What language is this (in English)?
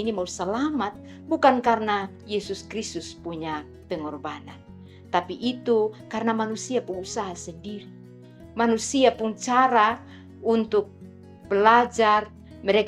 Kupang Malay